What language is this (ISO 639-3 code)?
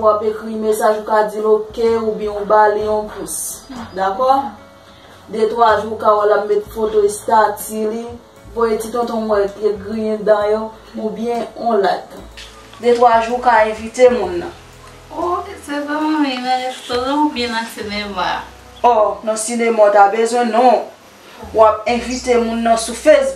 hat